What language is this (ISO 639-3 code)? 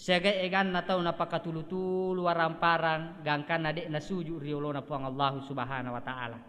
bug